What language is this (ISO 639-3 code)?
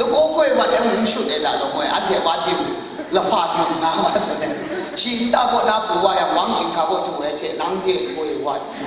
kac